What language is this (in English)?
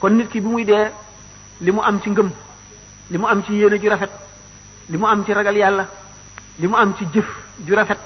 Wolof